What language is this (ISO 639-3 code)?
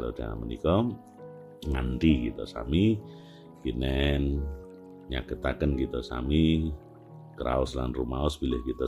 jav